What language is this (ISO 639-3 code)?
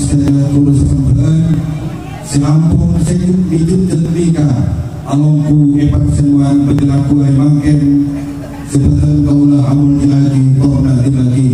mad